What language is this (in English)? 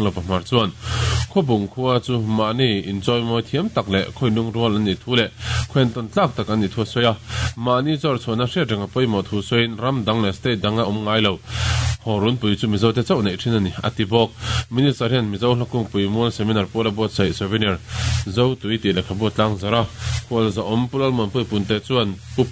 Mizo